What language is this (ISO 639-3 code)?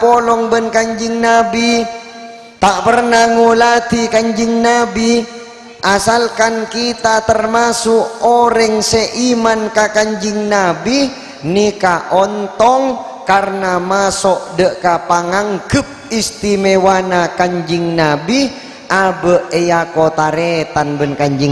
mad